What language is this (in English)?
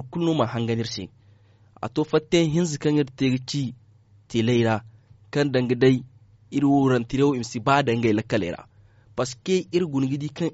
Zarma